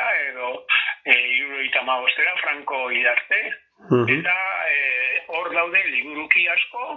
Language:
Basque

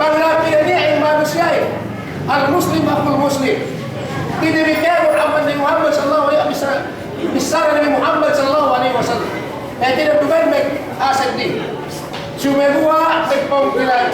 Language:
Yakan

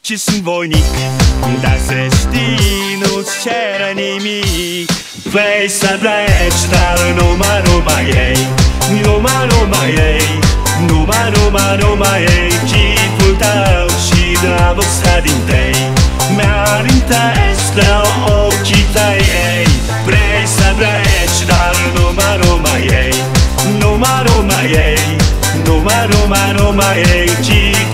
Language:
Romanian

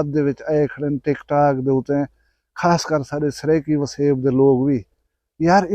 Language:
Saraiki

